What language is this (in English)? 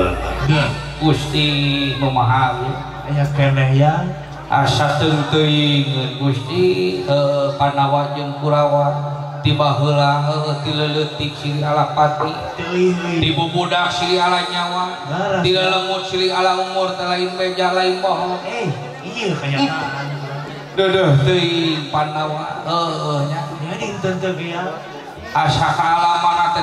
Sundanese